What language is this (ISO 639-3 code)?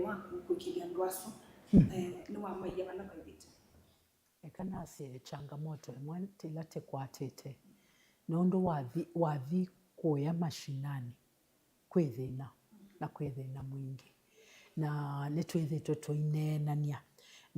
kam